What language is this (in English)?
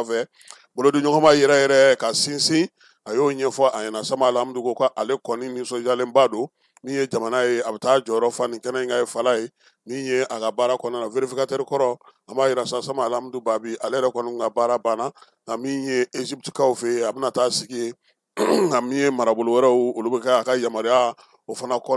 Bambara